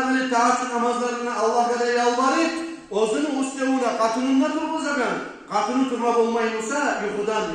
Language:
Kumyk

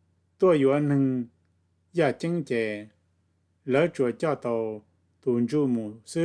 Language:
Hmong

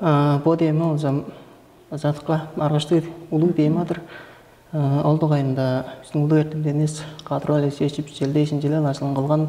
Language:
Tuvinian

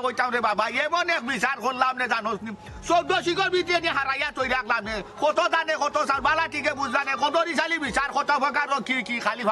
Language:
Sylheti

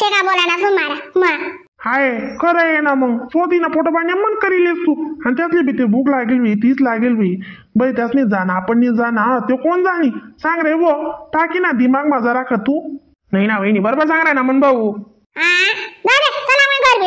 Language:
Khandesi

